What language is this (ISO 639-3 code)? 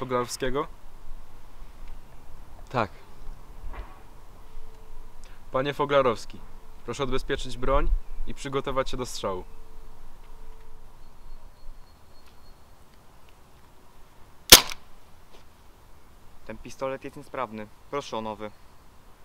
pol